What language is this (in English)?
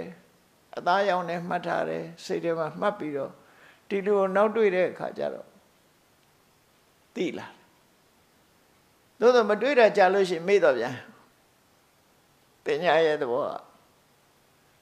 Burmese